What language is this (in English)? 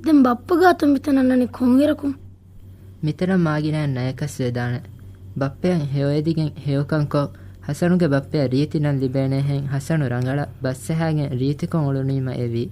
Divehi